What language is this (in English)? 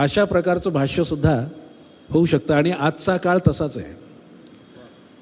Marathi